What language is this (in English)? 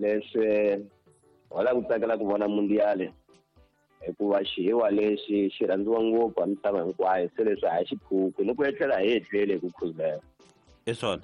Tsonga